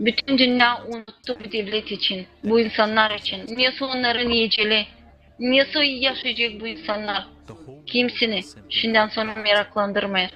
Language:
Gagauz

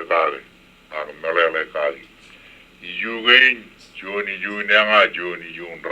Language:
Marshallese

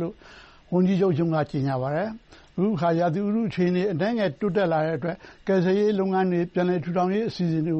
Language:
Burmese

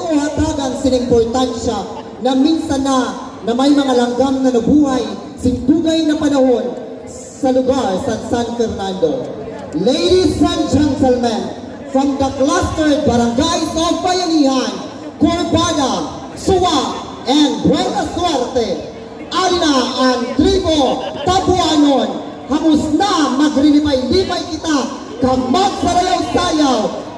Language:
Masbatenyo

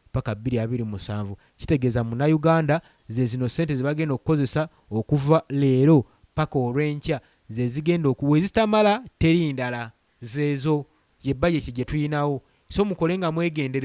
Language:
Ganda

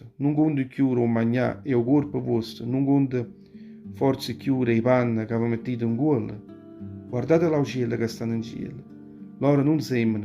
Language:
Neapolitan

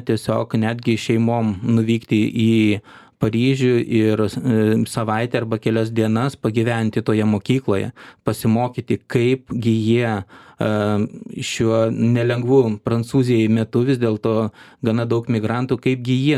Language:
Lithuanian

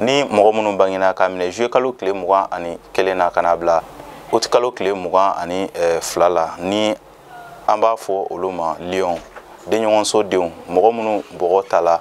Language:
Bambara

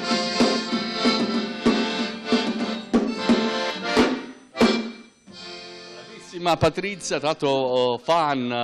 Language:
Italian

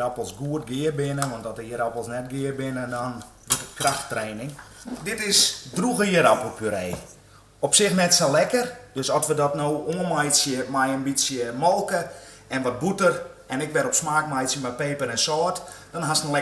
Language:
Western Frisian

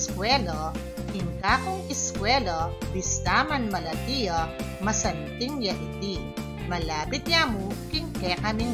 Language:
Pampanga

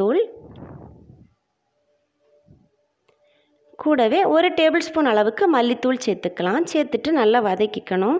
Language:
Tamil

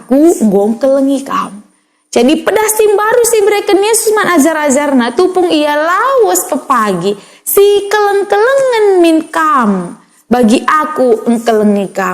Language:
Batak Karo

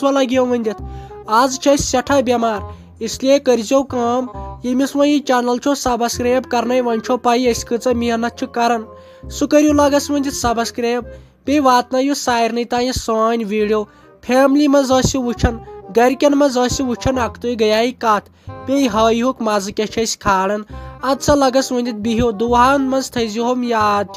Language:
Kashmiri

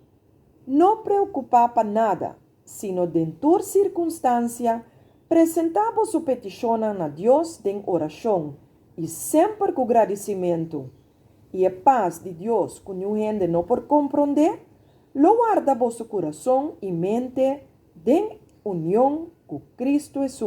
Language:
Papiamento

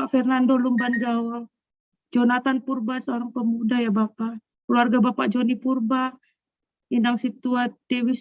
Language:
Batak Simalungun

